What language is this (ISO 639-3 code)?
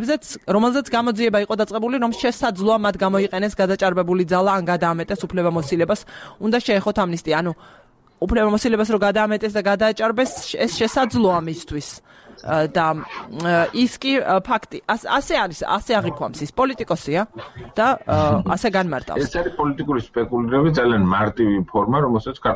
kat